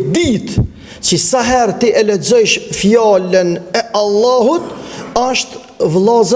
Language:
Albanian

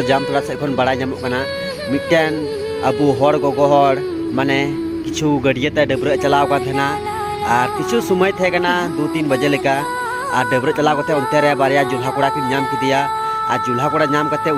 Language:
Santali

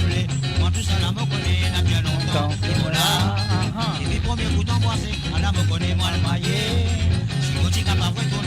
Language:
Morisyen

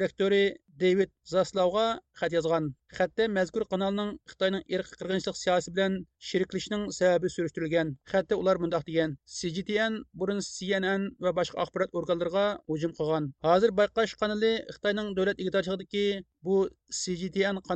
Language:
Uyghur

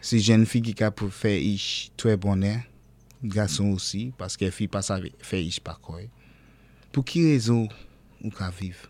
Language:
Saint Lucian Creole French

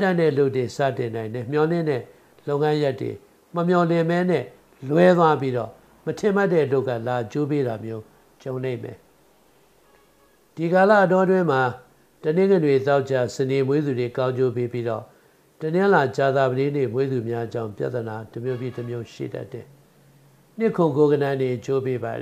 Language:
Burmese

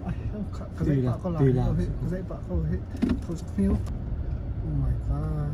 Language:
Hakha Chin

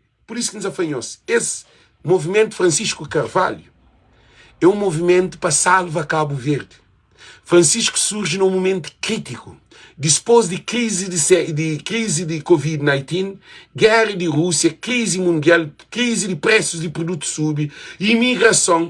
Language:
Kabuverdianu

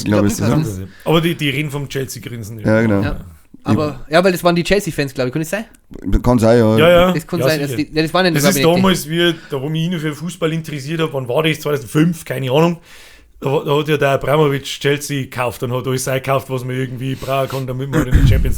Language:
Bavarian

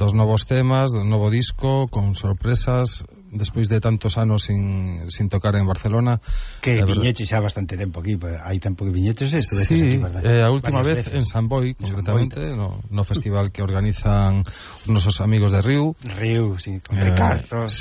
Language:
Galician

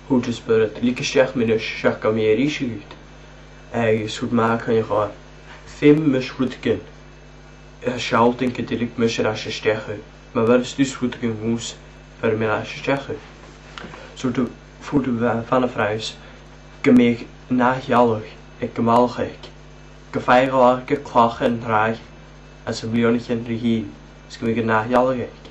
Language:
Scottish Gaelic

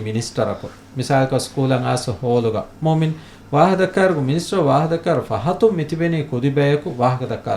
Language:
Divehi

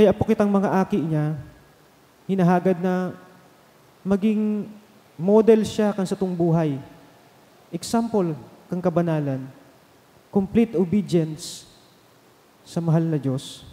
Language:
Bikol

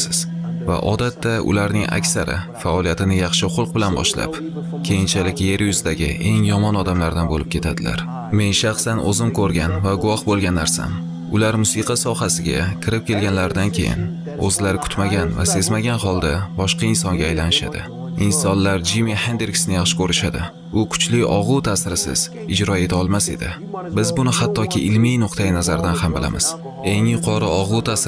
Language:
Uzbek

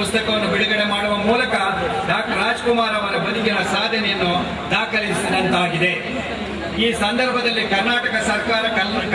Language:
Kannada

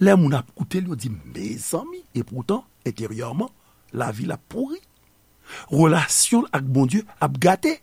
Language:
Haitian Creole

